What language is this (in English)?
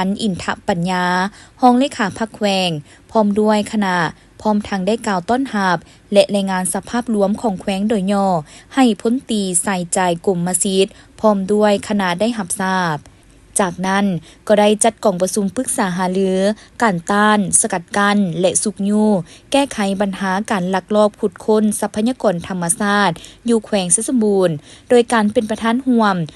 Lao